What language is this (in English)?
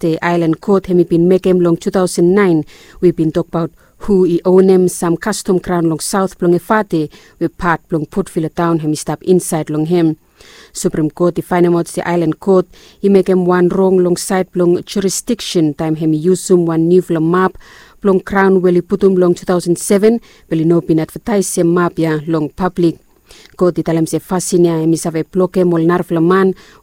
Bislama